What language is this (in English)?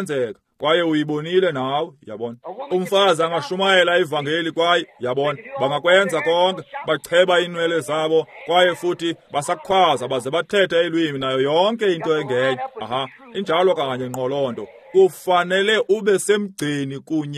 Xhosa